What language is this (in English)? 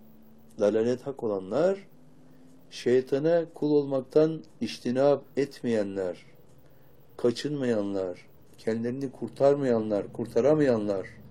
Turkish